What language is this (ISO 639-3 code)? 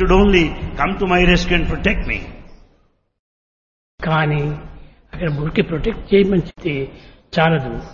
tel